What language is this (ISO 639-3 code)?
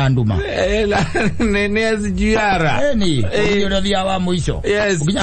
kik